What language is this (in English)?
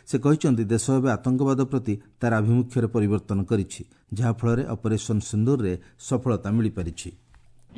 Odia